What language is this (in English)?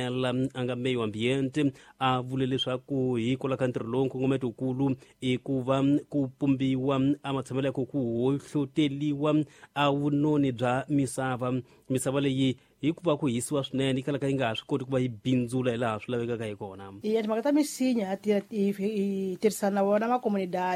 Tsonga